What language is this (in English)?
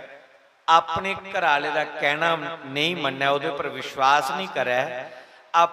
Dogri